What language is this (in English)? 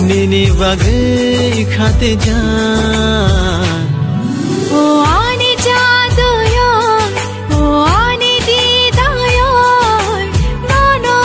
Kok Borok